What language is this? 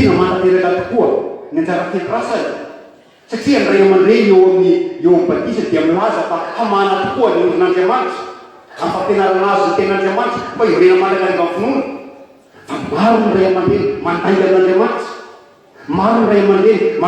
Malagasy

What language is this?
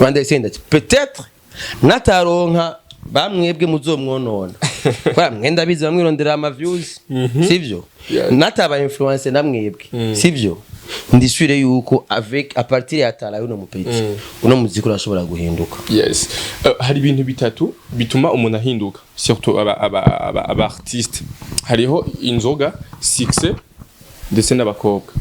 Rundi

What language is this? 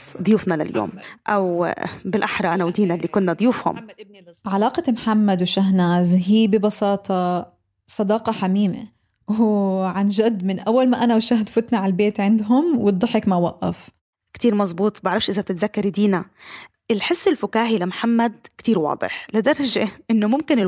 North Levantine Arabic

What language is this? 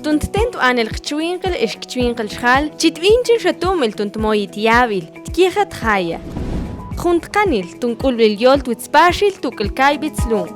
Mam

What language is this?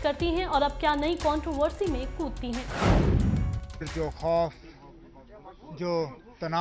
Hindi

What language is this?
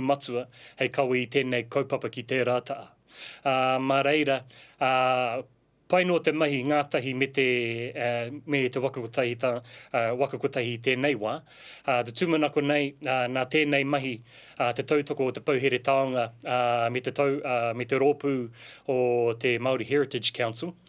Māori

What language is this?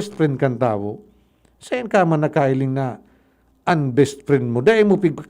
Bikol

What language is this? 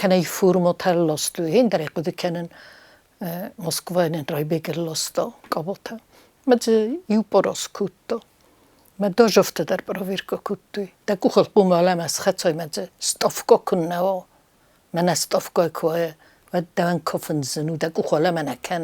Ossetic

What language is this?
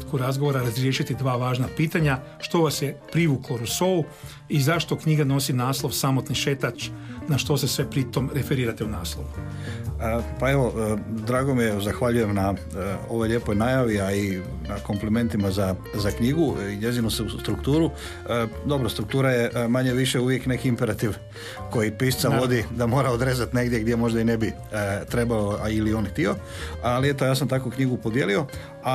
Croatian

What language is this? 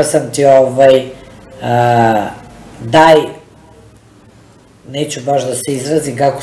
Serbian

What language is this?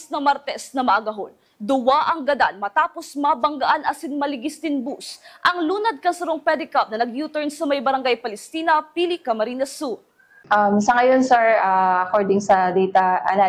Bikol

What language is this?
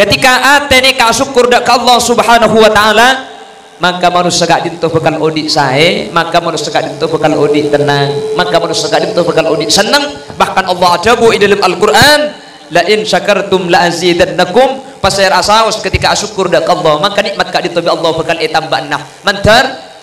Madurese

